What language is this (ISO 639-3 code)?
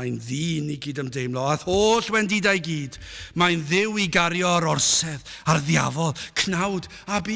cym